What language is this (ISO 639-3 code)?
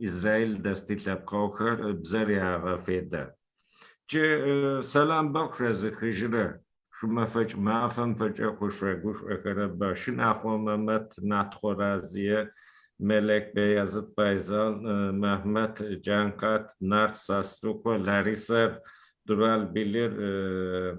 ady